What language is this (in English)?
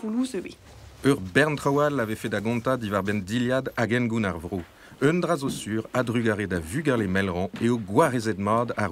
Breton